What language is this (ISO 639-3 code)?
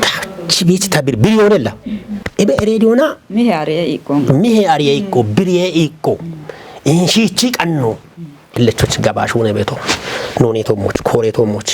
kbr